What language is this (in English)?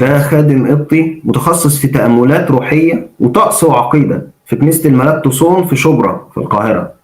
Egyptian Arabic